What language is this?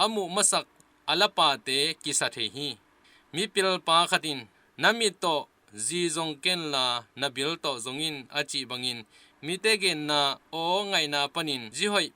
Tedim Chin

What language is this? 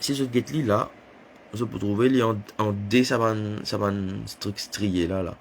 Morisyen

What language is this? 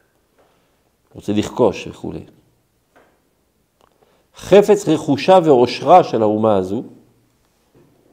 Hebrew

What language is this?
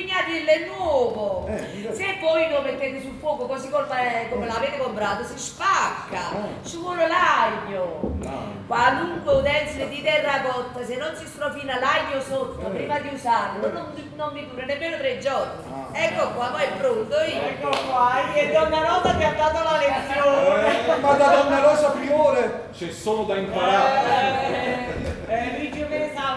Neapolitan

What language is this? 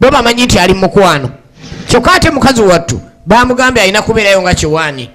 Ganda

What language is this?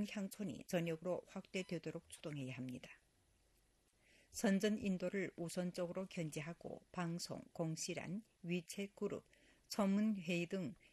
Korean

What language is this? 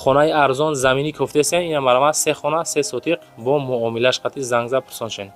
Tajik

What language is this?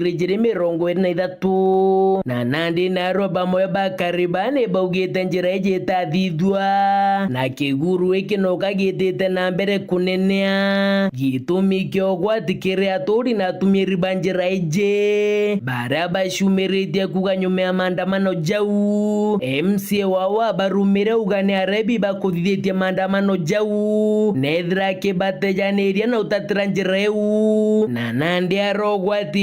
Meru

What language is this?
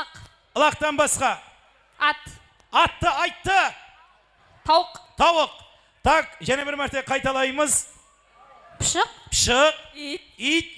Kara-Kalpak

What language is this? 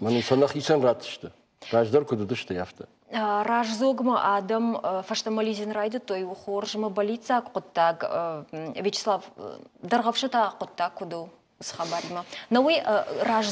Ossetic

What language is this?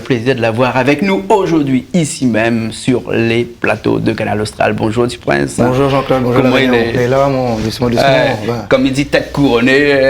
Réunion Creole French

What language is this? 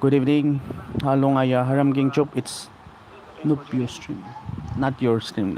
Naga Pidgin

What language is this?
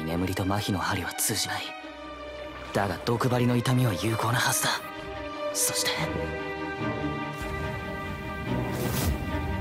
Japanese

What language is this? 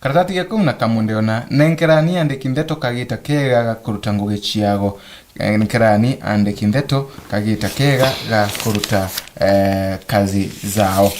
Meru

